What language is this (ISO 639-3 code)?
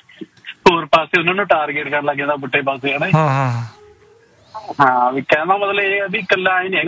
pan